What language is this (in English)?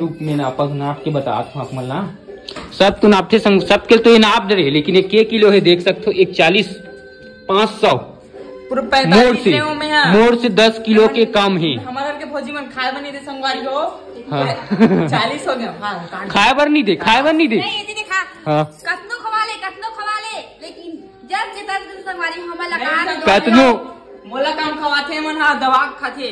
Chhattisgarhi